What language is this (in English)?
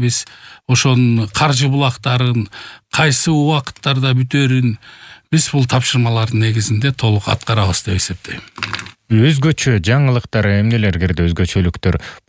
Kyrgyz